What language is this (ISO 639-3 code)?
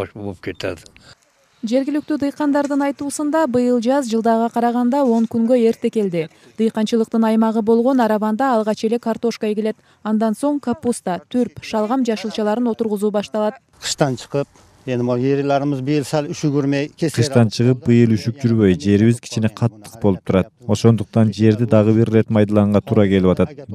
kir